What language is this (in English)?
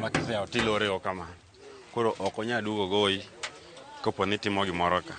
Luo (Kenya and Tanzania)